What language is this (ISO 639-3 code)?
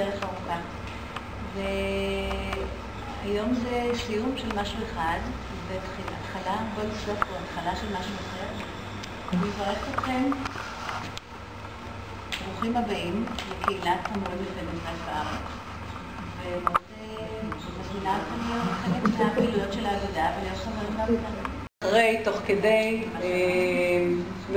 heb